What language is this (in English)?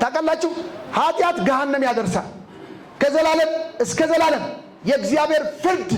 Amharic